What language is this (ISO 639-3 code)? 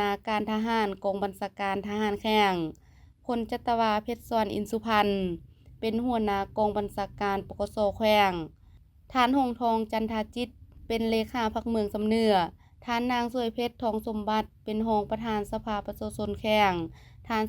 lao